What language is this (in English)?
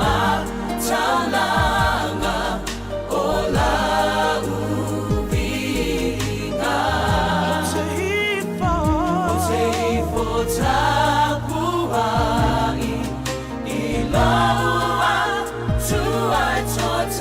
Samoan